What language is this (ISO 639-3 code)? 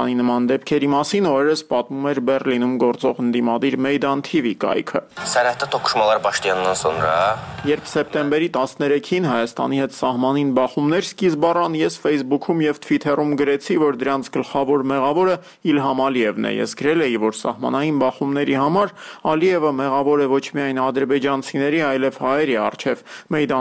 hye